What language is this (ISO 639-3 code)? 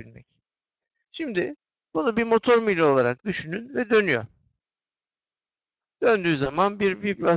tur